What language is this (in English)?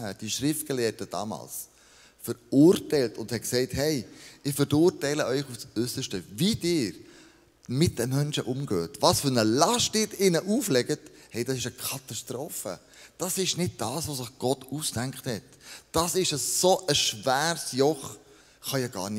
Swiss German